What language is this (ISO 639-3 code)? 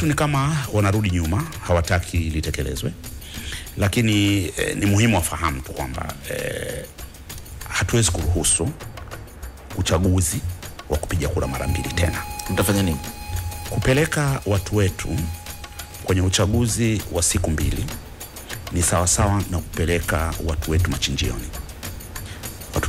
swa